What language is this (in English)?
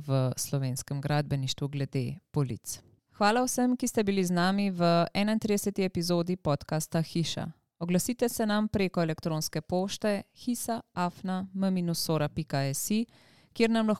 Slovenian